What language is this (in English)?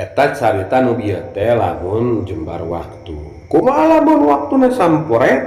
Sundanese